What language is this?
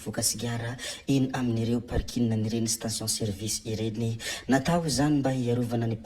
Malagasy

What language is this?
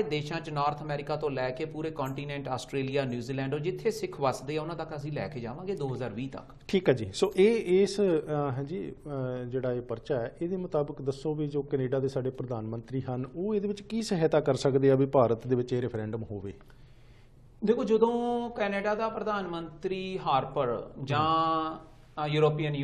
Punjabi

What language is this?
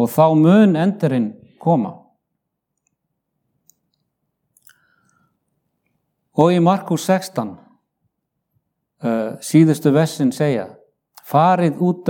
Icelandic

